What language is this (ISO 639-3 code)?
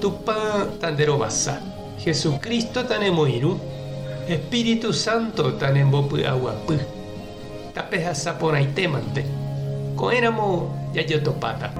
grn